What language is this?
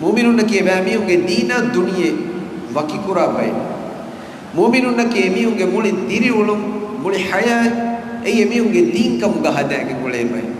Divehi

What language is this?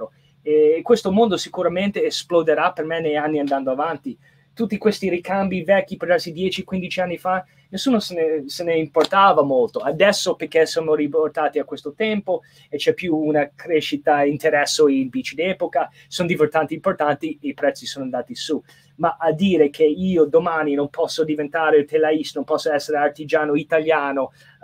Italian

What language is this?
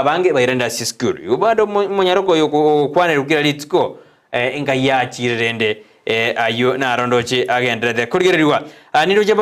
Gusii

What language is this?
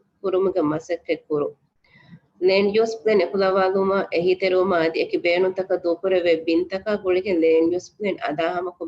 Divehi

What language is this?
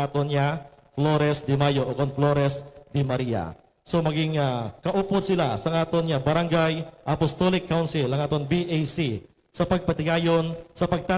Hiligaynon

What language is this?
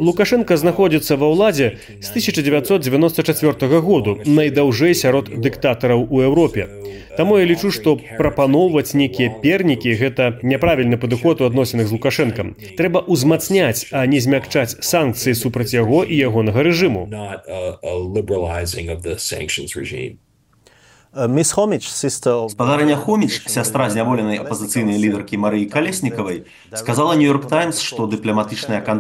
Belarusian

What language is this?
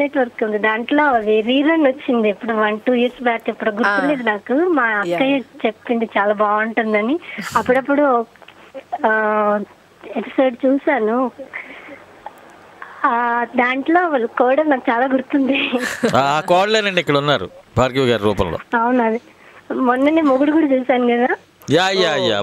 Telugu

